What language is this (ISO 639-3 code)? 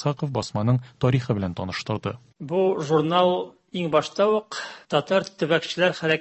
tat